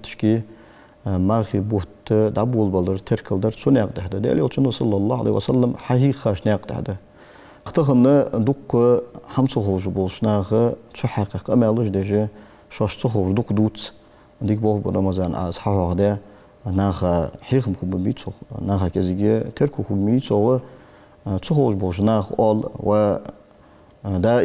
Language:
Ingush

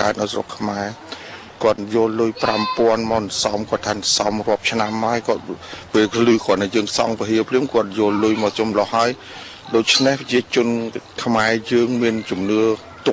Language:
Khmer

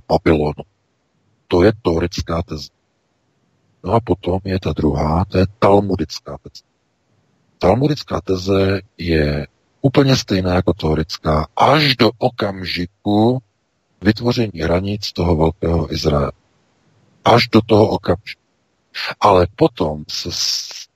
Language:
Czech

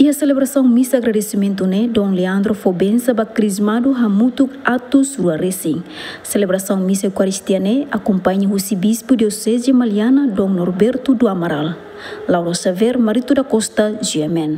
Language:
Tetum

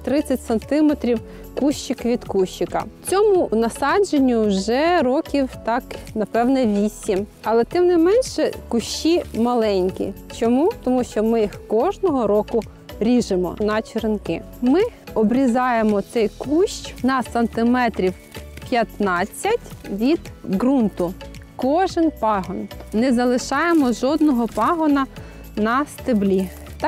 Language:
Ukrainian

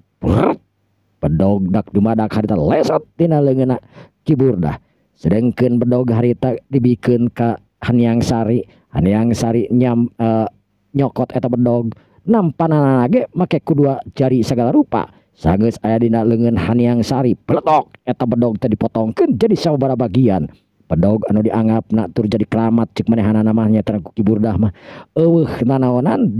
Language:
Sundanese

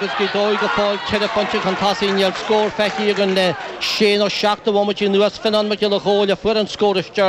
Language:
Irish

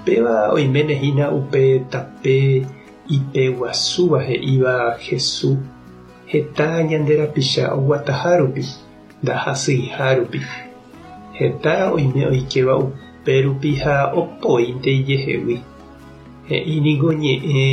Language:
Guarani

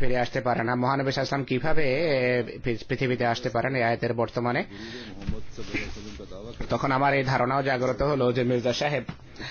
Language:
Bangla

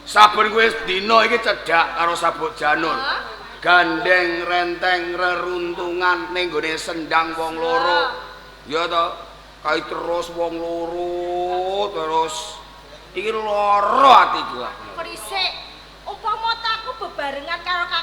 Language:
Javanese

